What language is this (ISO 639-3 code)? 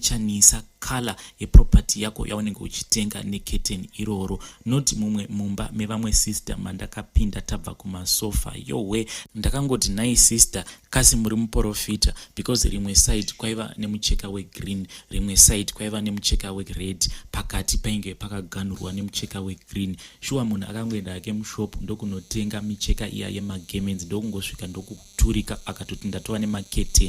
sna